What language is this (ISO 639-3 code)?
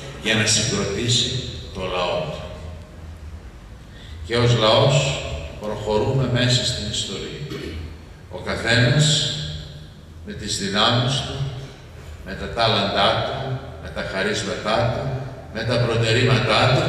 ell